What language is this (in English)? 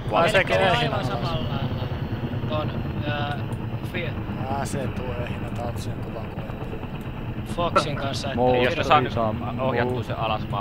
Finnish